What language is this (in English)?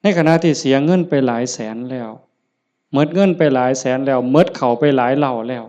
Lao